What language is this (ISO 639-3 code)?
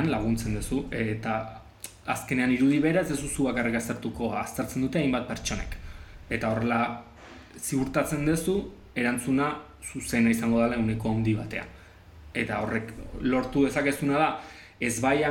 eus